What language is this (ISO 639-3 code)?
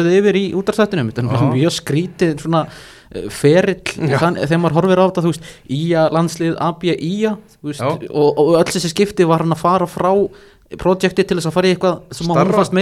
isl